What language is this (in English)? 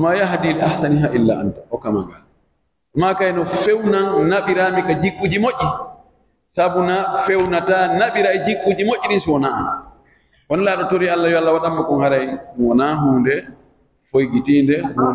Pular